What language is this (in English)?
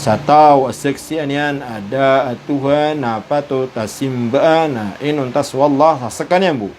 Maranao